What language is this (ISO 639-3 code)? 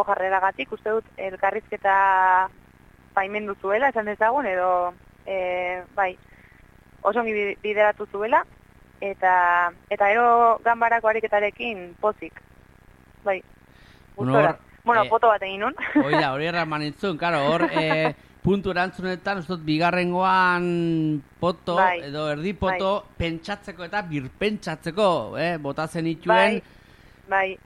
eus